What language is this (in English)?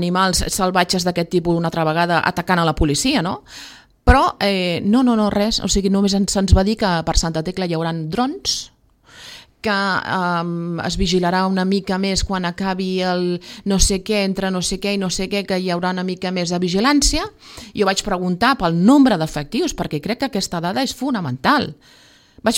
Catalan